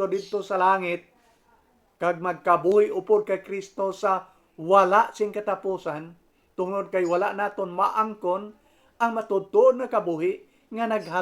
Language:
Hiligaynon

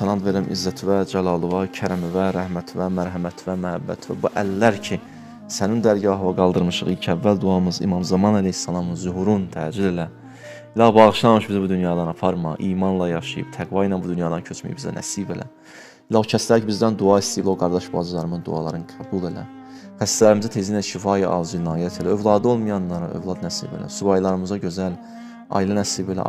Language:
Azerbaijani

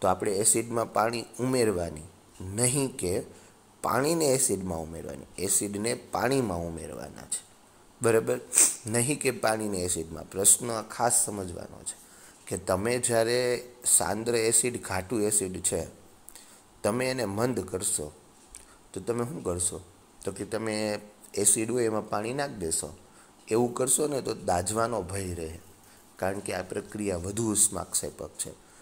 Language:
Gujarati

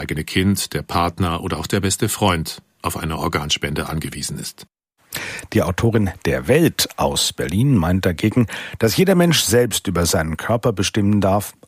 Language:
German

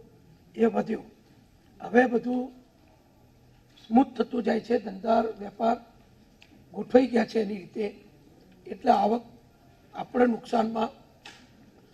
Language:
Gujarati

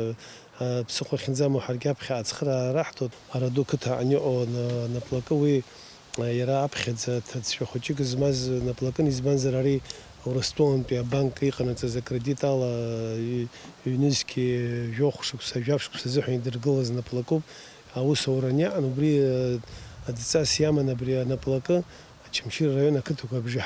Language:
Abkhazian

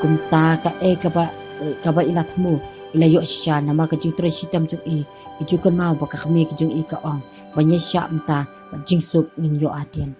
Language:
Khasi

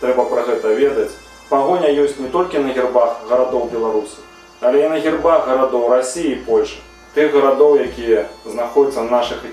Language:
Belarusian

